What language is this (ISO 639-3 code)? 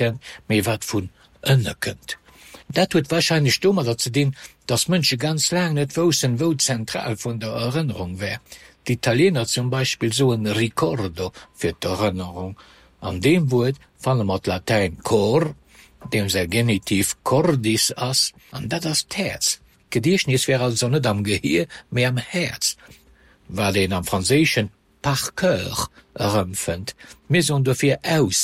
ltz